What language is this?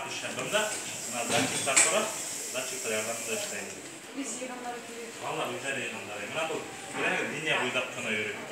Bashkir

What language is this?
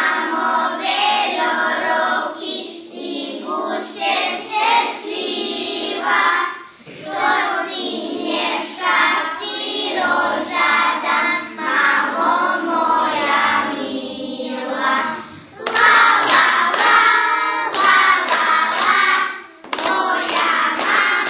Rusyn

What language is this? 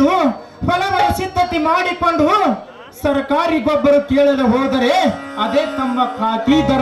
Kannada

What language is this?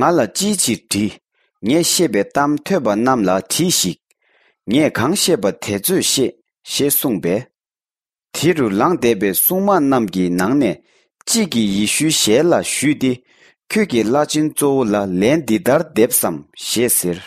Tibetan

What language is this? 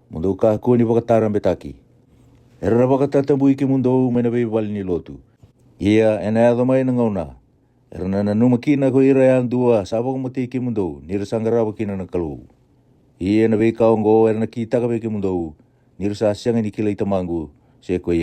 Fijian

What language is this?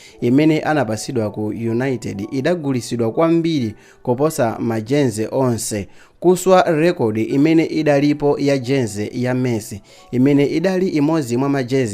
Nyanja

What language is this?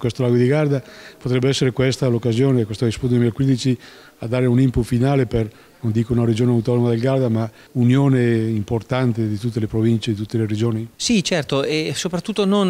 Italian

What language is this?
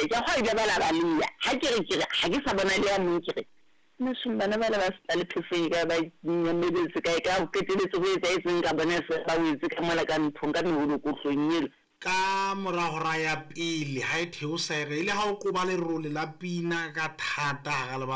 Southern Sotho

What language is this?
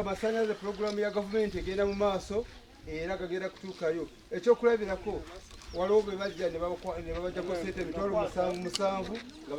Ganda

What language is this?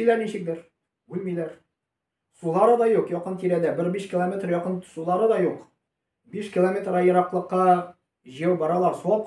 Tatar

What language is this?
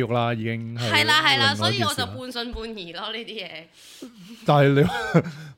Cantonese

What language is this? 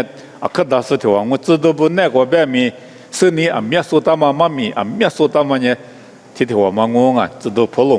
Lisu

